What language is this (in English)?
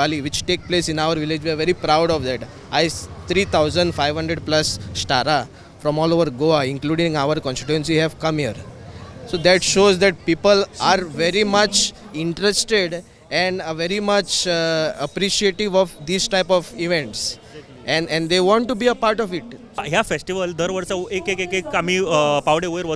Konkani